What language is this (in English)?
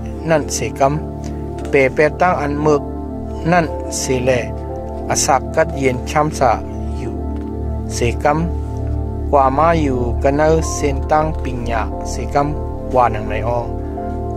Shan